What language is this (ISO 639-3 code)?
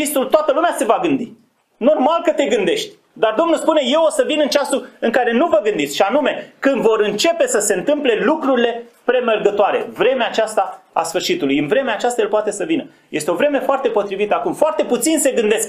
ron